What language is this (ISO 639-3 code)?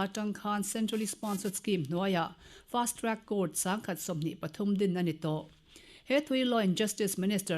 lus